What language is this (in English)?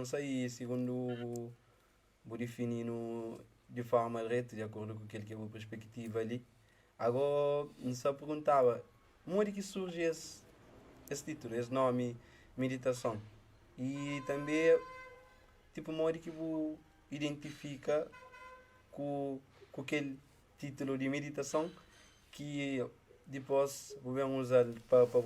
Kabuverdianu